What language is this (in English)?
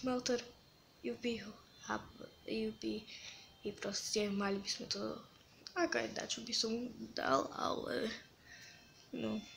Slovak